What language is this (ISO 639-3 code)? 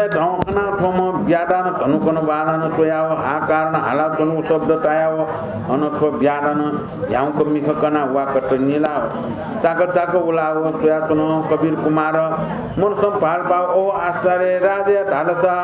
new